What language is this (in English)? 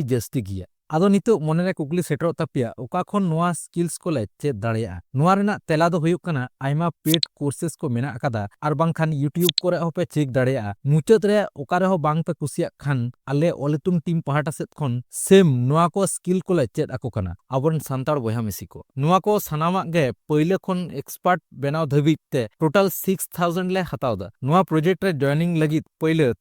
Santali